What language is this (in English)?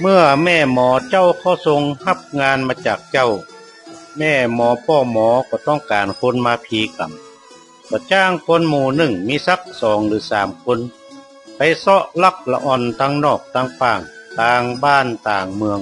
Northern Thai